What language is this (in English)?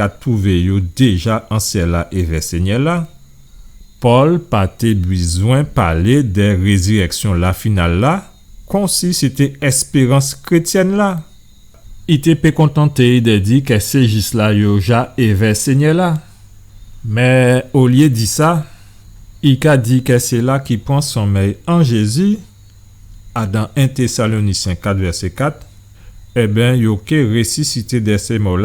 Guadeloupean Creole French